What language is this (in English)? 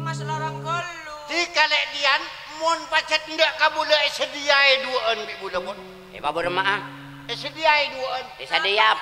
Madurese